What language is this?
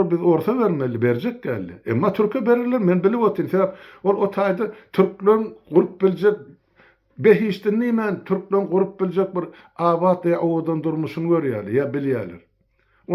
Turkmen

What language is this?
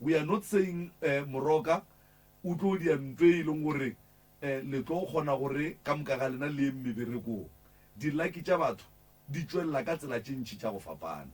Northern Sotho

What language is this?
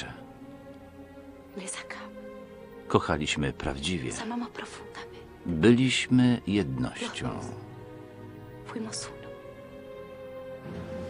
Polish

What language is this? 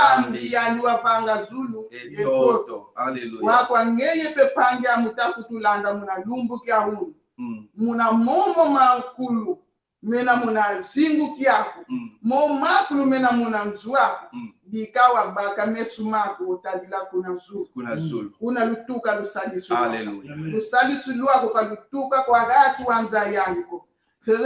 Kongo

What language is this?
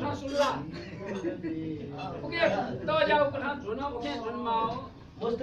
Chokri Naga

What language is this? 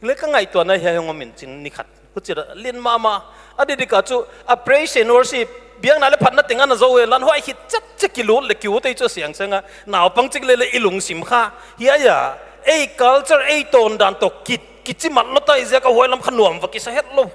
Paite Chin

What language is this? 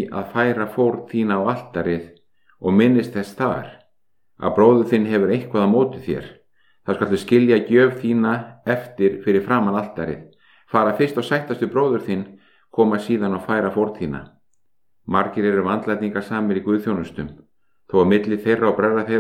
Icelandic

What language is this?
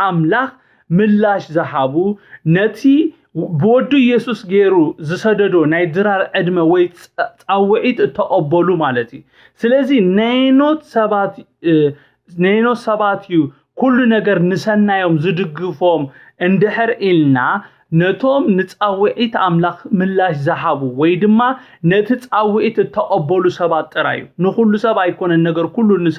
Tigrinya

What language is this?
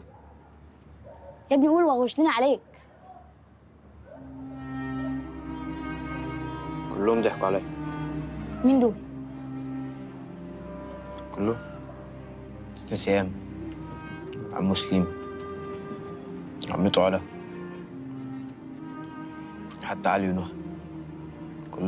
Egyptian Arabic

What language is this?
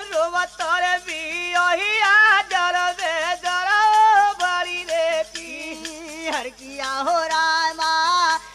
Bhojpuri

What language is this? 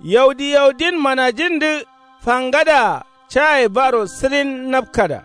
Kanuri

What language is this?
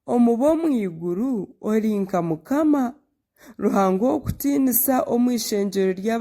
Nyankole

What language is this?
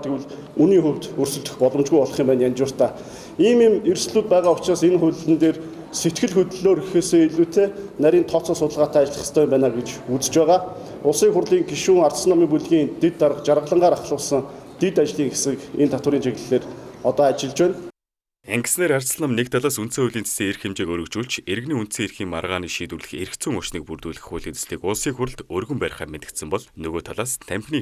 Mongolian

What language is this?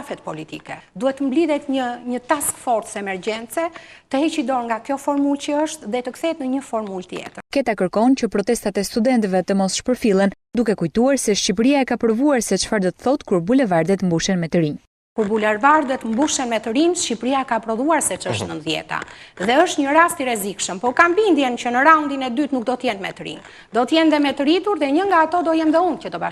Albanian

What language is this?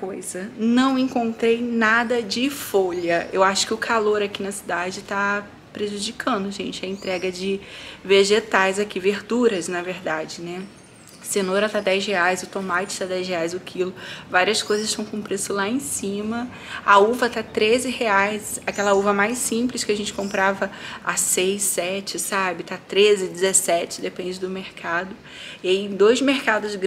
Portuguese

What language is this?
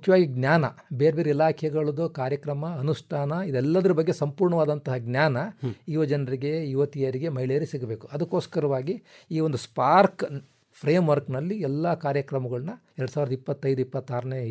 Kannada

